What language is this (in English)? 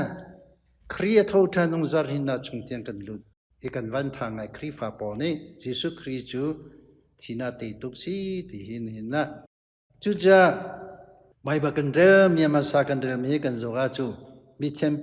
Hakha Chin